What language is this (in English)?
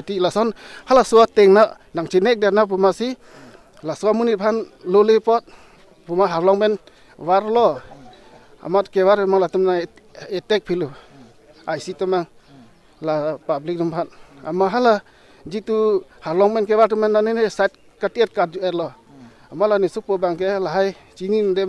Karbi